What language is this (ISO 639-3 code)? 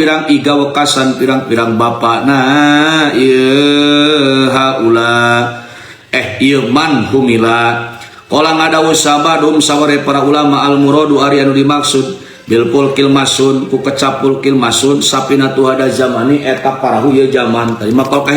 sun